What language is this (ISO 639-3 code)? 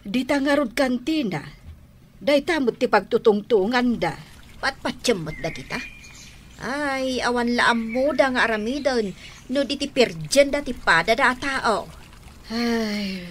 ilo